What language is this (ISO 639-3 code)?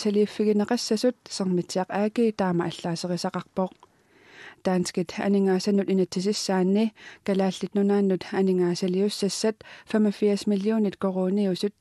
kal